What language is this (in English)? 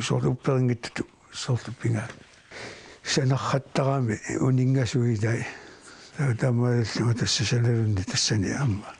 Kalaallisut